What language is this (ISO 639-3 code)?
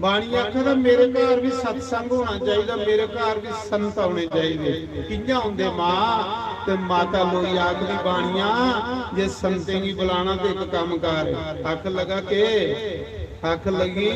doi